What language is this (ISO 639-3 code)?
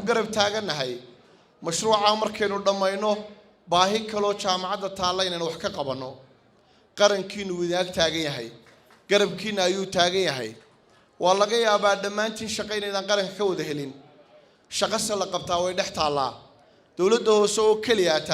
som